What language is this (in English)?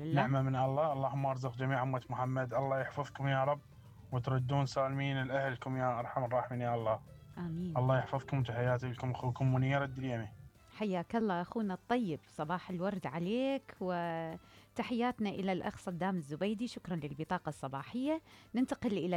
Mesopotamian Arabic